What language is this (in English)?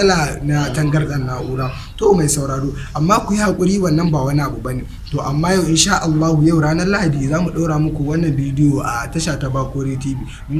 Hausa